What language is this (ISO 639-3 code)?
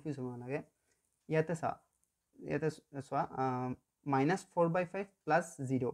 asm